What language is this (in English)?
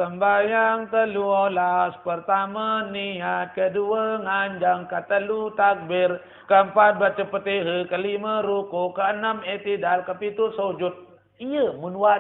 Sasak